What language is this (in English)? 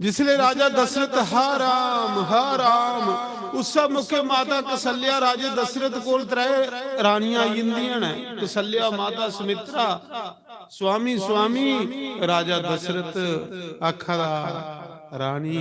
Dogri